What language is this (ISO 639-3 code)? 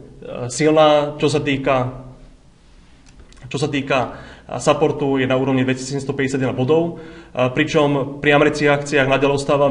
slk